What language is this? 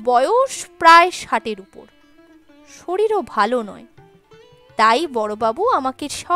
Bangla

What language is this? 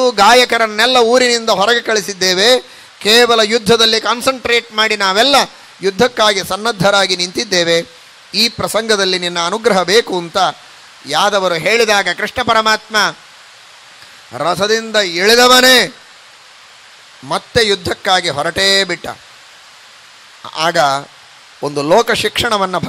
Kannada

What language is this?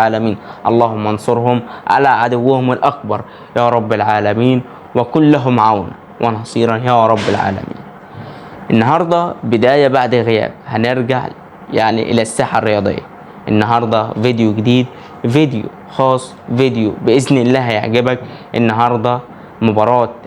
Egyptian Arabic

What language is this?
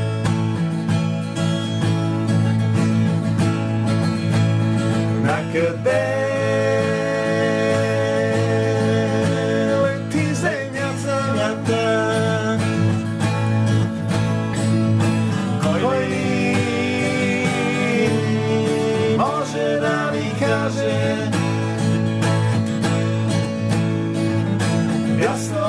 Bulgarian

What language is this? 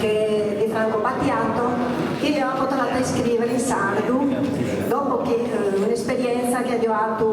Sardinian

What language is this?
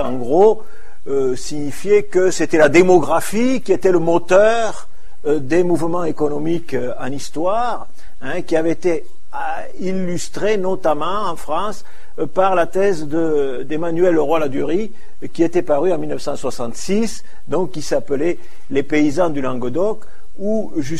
French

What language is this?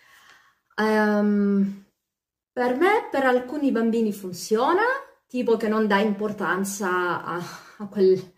Italian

